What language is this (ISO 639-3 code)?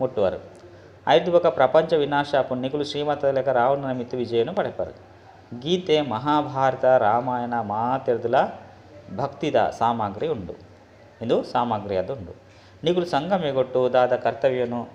tcy